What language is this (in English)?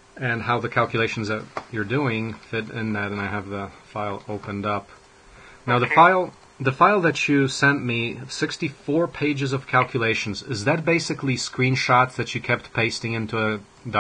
English